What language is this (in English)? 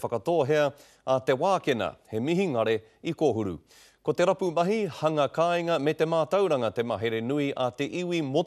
Māori